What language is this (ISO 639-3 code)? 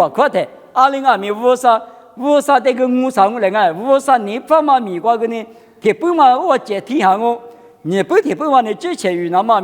lis